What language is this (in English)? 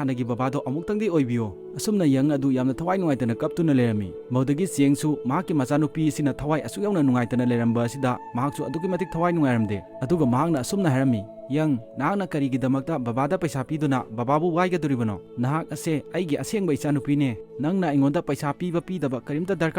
Manipuri